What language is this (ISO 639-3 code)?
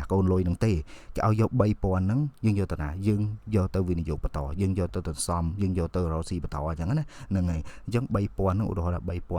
khm